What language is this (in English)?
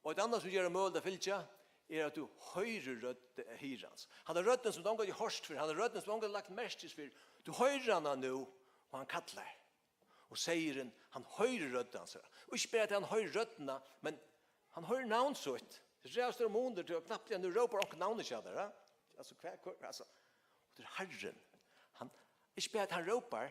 Faroese